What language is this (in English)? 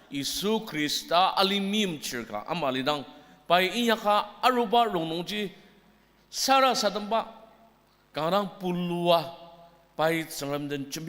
Ao Naga